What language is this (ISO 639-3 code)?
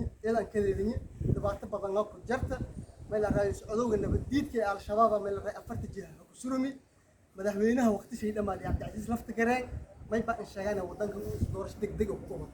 som